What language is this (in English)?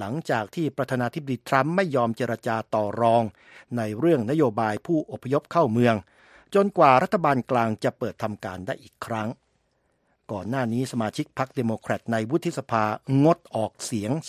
Thai